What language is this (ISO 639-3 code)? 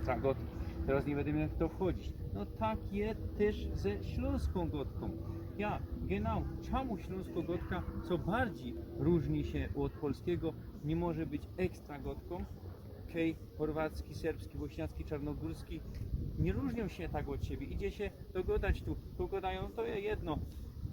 szl